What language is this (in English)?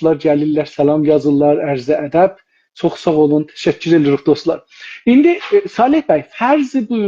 South Azerbaijani